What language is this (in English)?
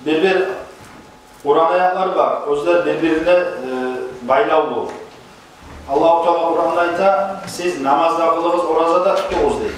Kumyk